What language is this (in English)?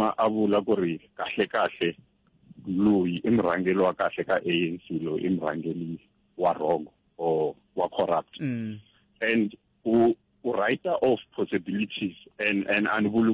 Tsonga